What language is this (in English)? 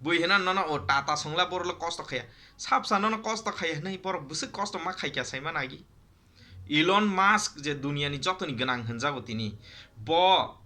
Kok Borok